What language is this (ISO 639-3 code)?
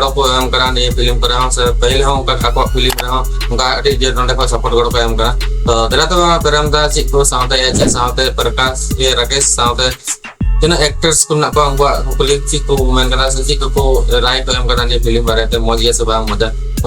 sat